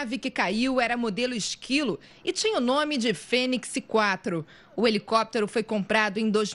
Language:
Portuguese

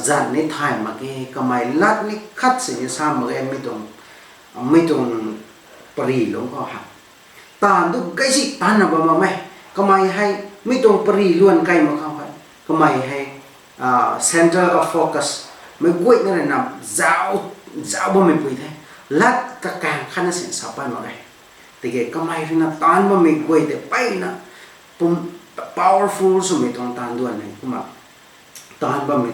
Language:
Rongmei Naga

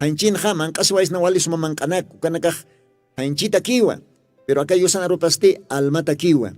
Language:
Aymara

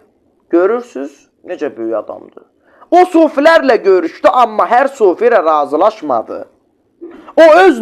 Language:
Azerbaijani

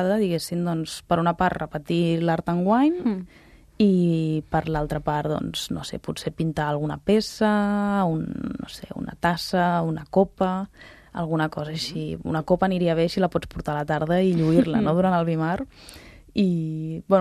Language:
Catalan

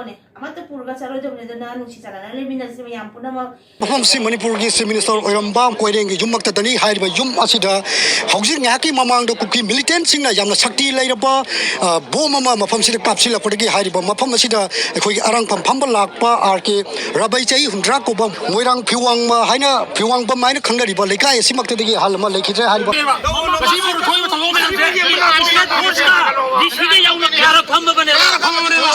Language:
Manipuri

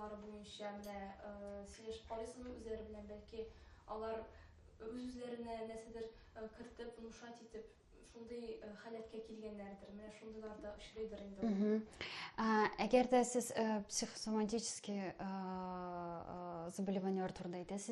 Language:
Tatar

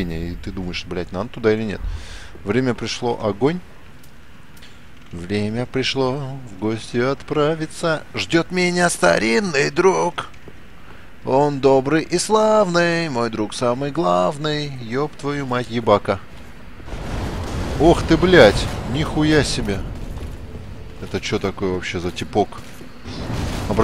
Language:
Russian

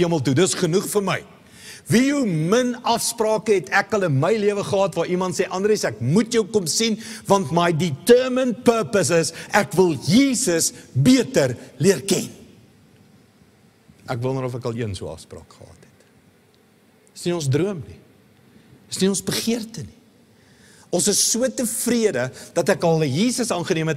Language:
Afrikaans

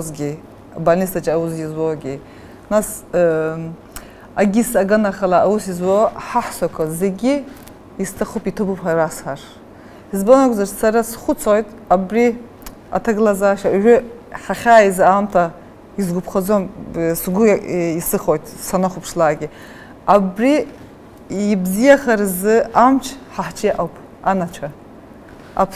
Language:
Abkhazian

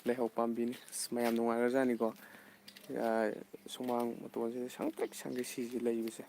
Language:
Manipuri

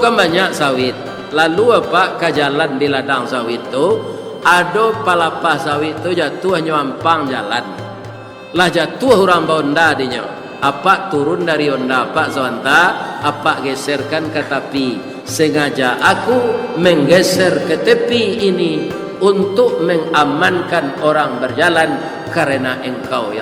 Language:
Minangkabau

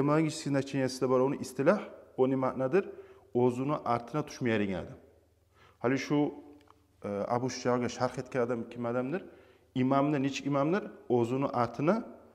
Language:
Kumyk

